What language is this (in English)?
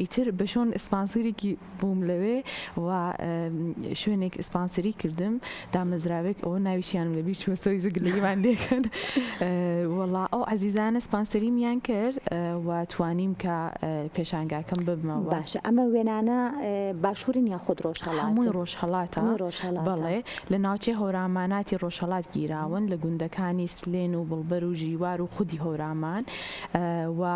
Central Kurdish